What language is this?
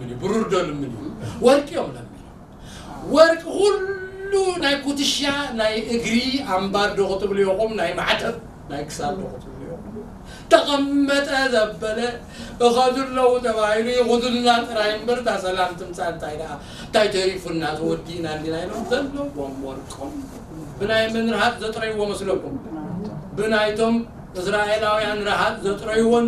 Tigrinya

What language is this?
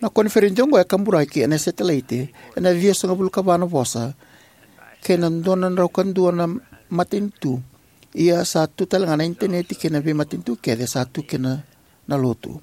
Fijian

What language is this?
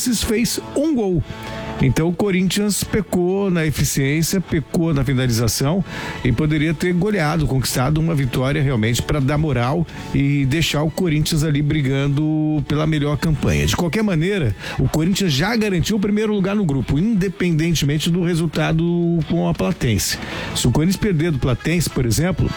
Portuguese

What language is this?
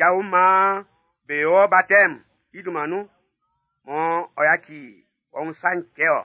Baoulé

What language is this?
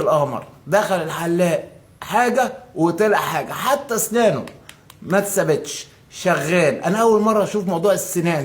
Egyptian Arabic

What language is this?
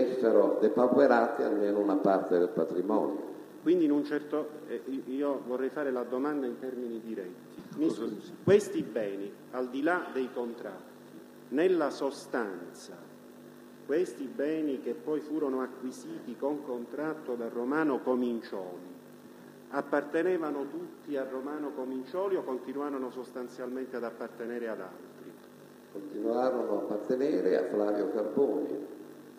Italian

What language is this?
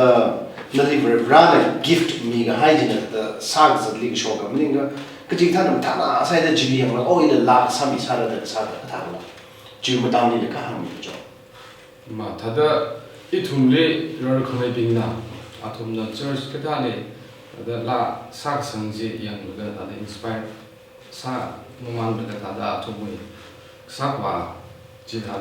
Tangkhul Naga (India)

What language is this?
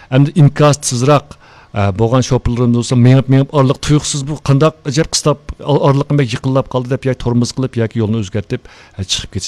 Uyghur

